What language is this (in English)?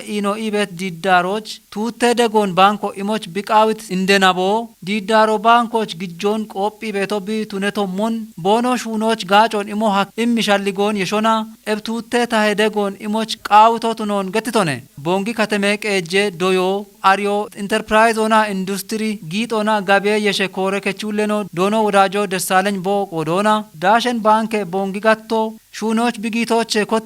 Kafa